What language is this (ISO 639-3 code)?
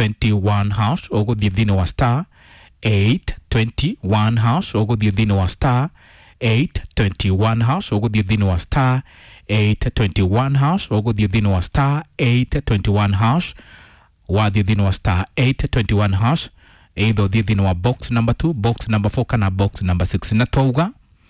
kik